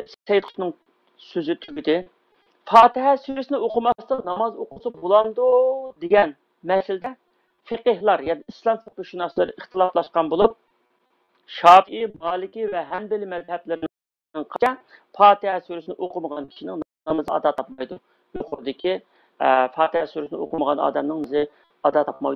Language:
Uyghur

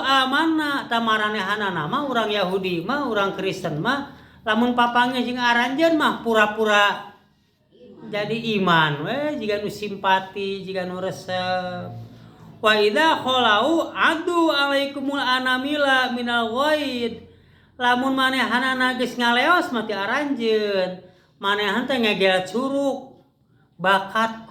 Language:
Sundanese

